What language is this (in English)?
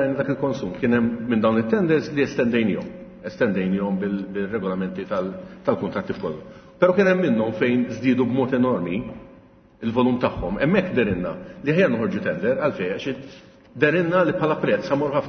Maltese